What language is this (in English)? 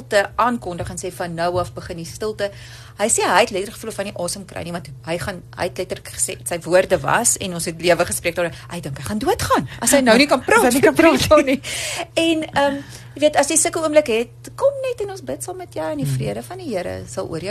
Afrikaans